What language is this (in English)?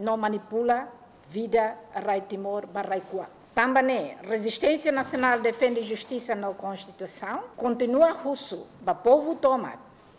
Tetum